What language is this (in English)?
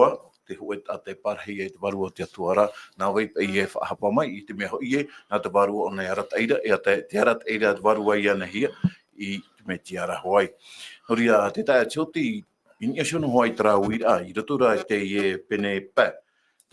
Tahitian